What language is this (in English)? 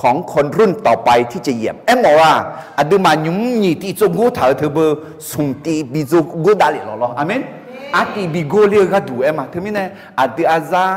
Akha